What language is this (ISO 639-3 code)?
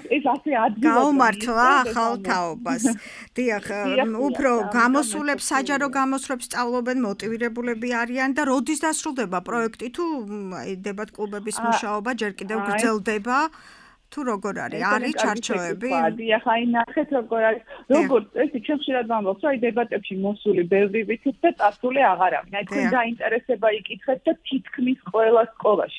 kat